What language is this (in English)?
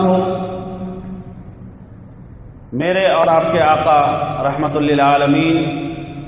Urdu